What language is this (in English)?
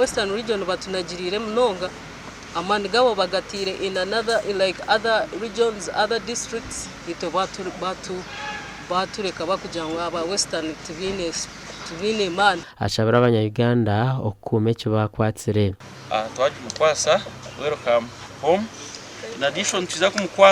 Nyankole